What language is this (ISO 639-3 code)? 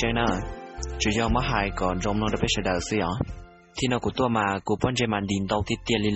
hmn